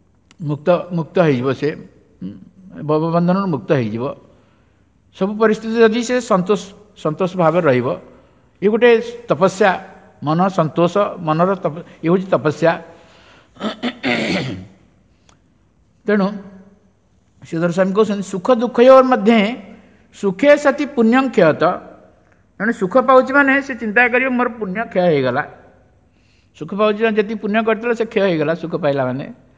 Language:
Odia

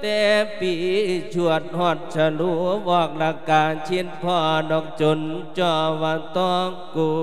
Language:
Lao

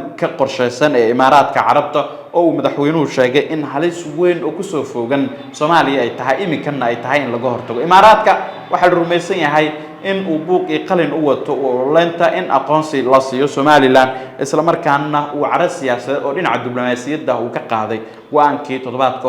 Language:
Somali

